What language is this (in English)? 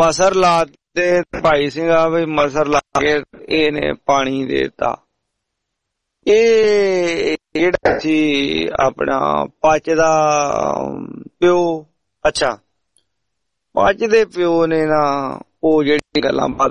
Punjabi